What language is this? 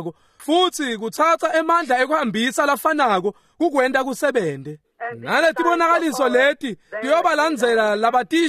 Swati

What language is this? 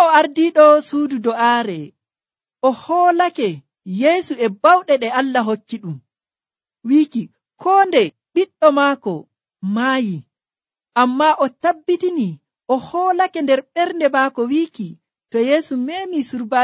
Nigerian Fulfulde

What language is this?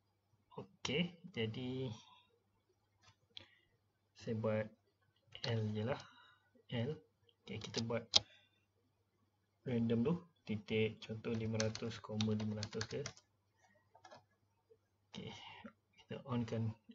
Malay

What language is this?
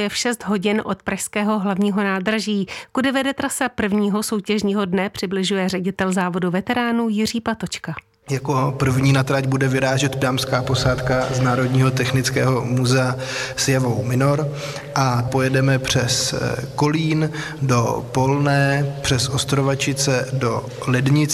Czech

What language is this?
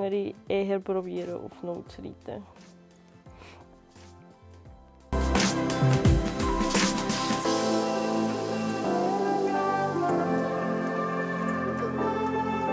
German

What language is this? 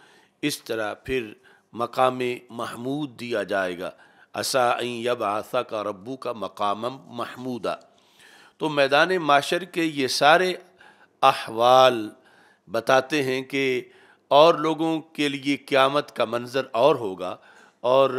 Urdu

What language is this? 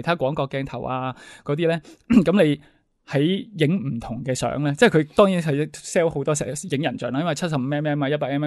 Cantonese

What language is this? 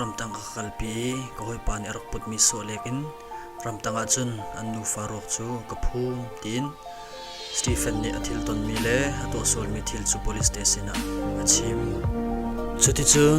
Hakha Chin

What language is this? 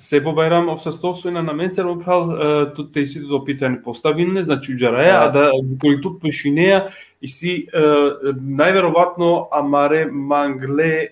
Balkan Romani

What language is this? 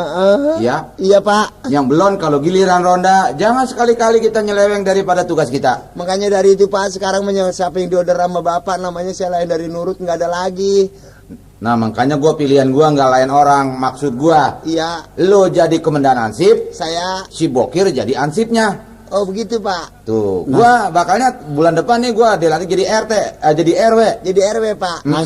Betawi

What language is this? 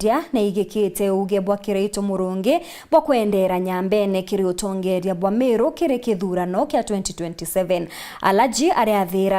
Meru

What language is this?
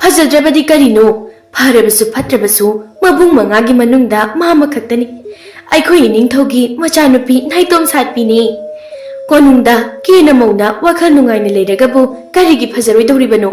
Manipuri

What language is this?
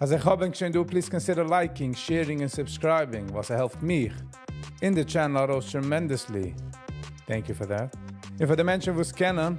Yiddish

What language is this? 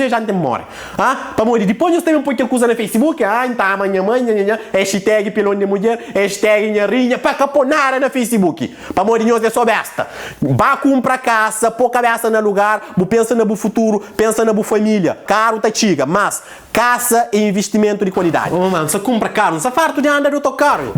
Kabuverdianu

